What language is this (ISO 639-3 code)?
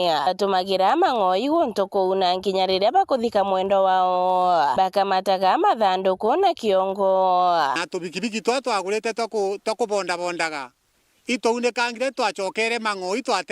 mer